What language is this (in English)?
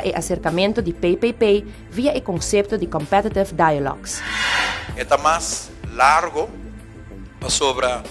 Papiamento